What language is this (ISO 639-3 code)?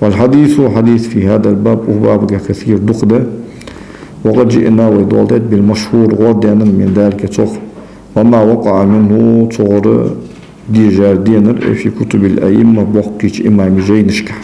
inh